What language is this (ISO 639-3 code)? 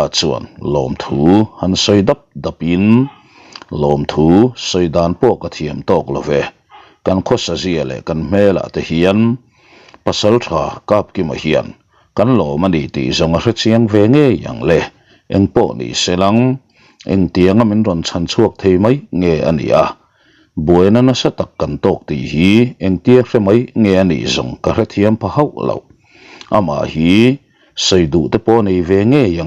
lus